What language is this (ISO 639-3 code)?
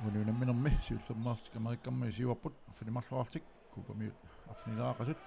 kal